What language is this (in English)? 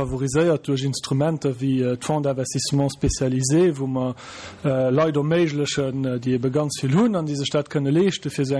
Luxembourgish